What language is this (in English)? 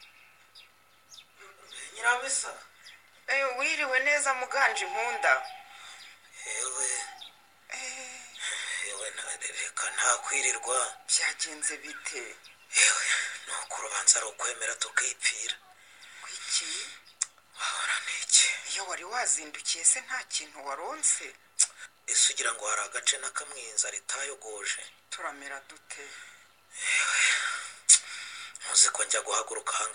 Kinyarwanda